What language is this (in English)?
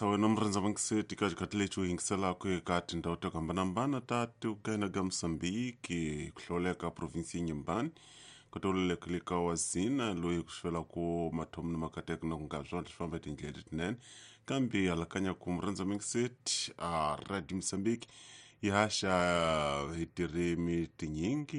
Tsonga